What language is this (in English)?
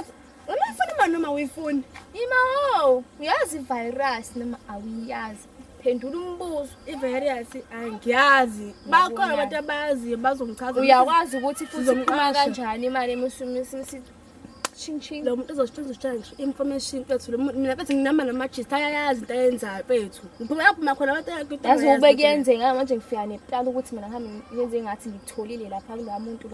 Zulu